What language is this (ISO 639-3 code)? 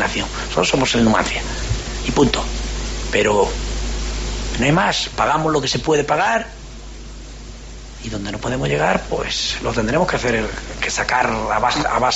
spa